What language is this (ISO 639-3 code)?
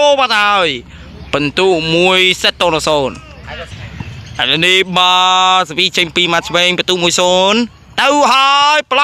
khm